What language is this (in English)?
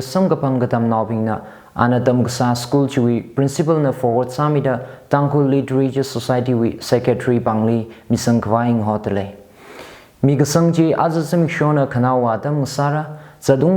Tangkhul Naga (India)